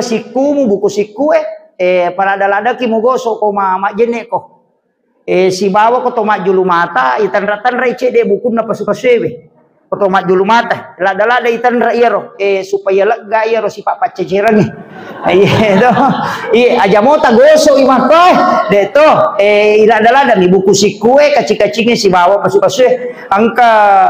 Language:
Buginese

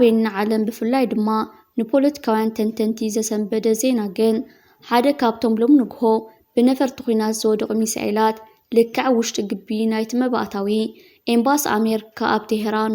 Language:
Tigrinya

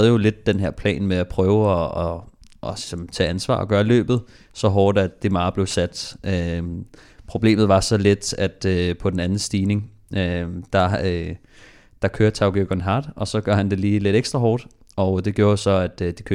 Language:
Danish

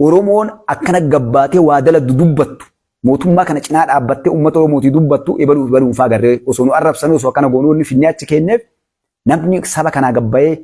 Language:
Oromo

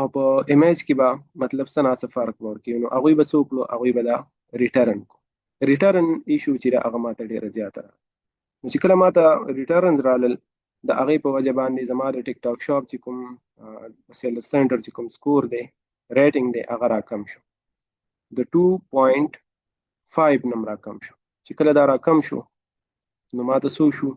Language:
Pashto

